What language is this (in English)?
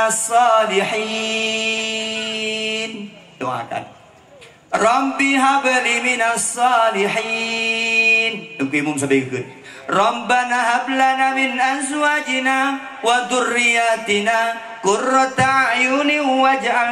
Achinese